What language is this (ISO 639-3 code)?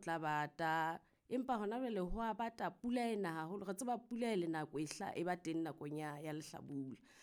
sot